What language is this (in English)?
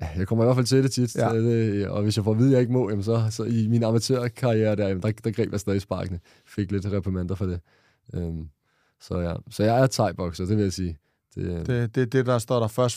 Danish